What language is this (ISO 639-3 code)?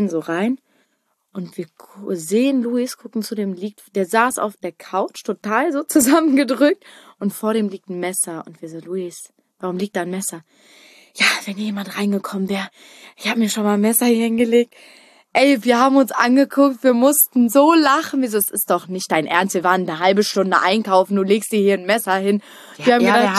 deu